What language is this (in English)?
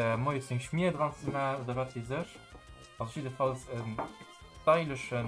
Luxembourgish